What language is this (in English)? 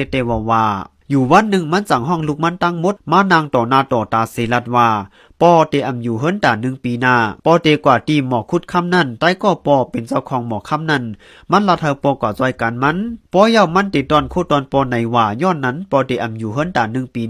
Shan